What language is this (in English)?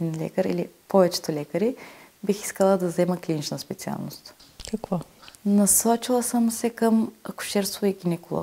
Bulgarian